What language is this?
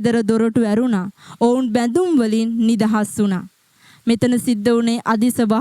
Sinhala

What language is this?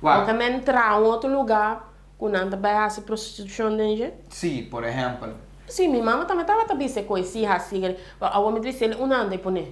Papiamento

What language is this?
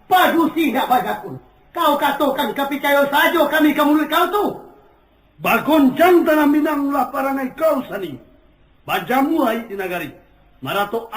Minangkabau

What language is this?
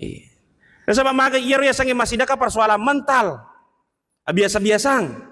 Buginese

